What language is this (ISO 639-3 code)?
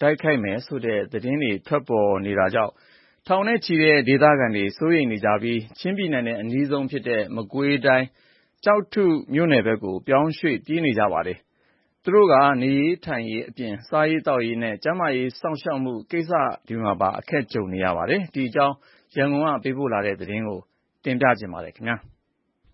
mya